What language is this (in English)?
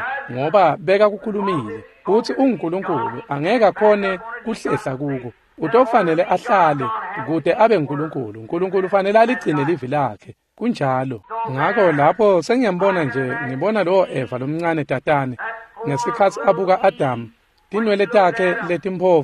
Swati